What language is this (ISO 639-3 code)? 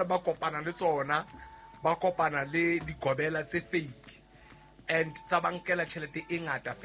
sot